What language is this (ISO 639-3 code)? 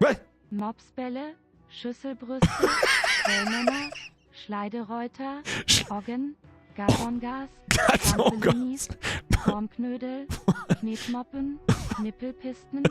bar